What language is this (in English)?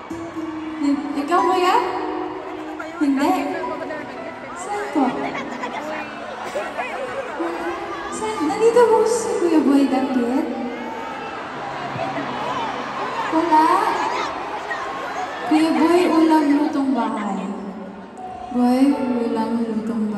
Filipino